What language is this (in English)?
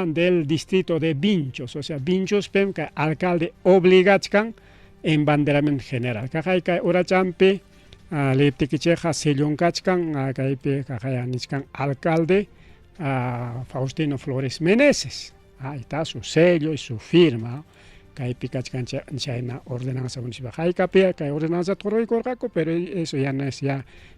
Ayacucho Quechua